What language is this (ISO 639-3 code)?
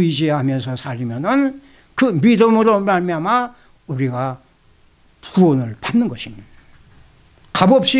kor